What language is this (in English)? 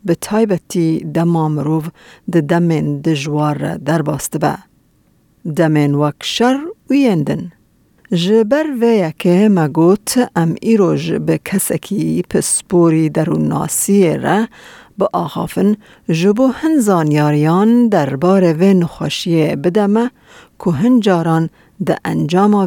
Kurdish